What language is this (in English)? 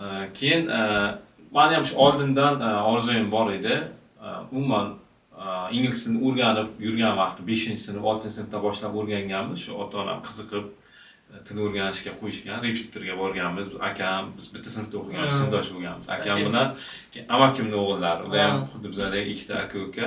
Uzbek